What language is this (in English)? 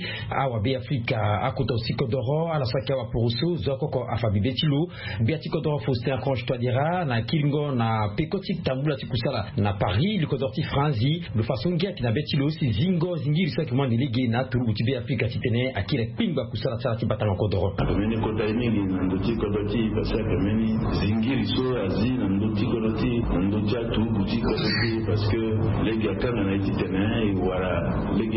Sango